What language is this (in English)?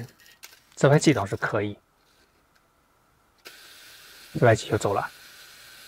Chinese